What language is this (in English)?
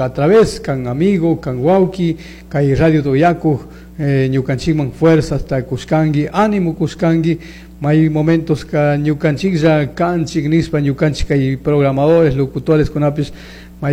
Chimborazo Highland Quichua